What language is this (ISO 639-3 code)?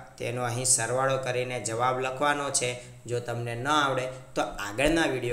guj